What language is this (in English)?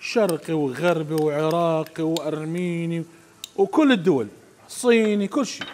Mesopotamian Arabic